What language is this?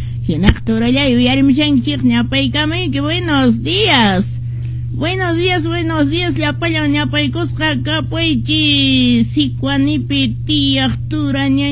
Quechua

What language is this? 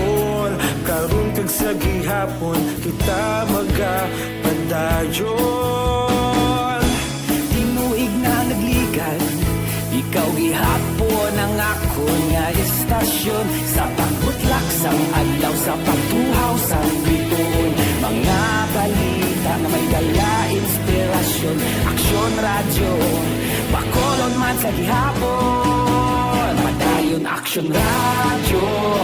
Hiligaynon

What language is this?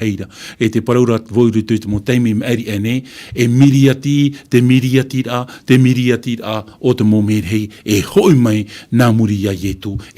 Tahitian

